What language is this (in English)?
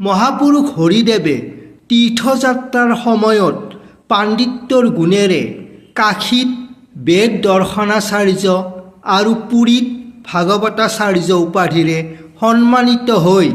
Assamese